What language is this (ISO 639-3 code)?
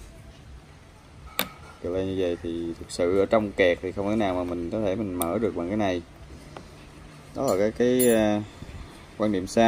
vie